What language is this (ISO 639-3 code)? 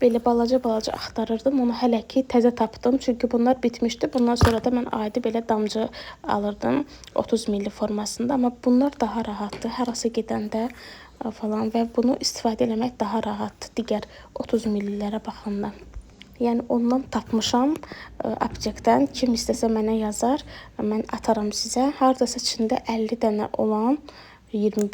aze